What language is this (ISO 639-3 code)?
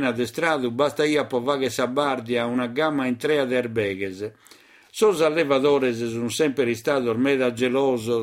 srd